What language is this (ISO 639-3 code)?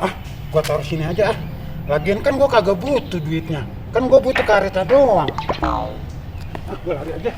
bew